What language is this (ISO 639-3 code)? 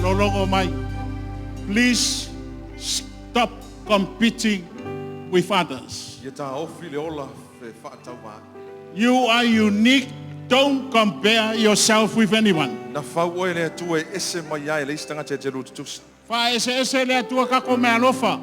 smo